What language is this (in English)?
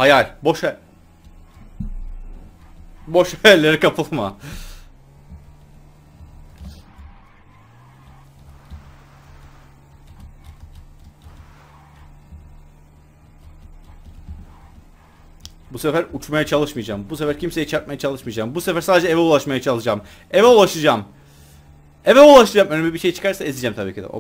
Turkish